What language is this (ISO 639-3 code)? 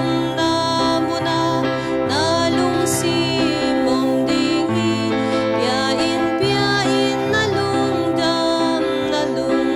ctd